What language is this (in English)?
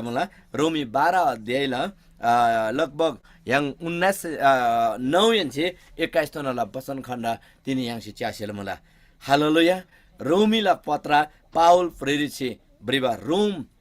Eastern Tamang